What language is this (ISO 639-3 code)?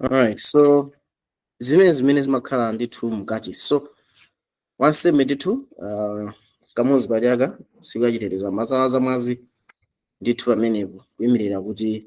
nya